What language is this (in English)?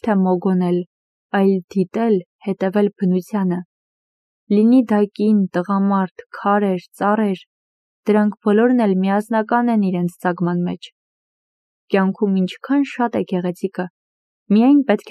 Armenian